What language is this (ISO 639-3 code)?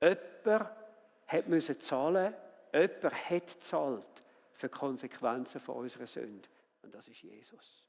gsw